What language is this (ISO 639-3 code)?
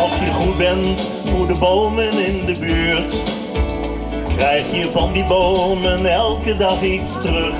fry